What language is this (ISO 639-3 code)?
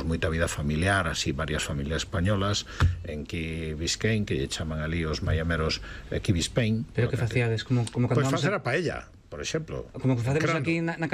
glg